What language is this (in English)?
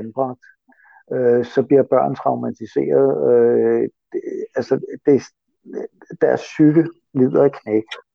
Danish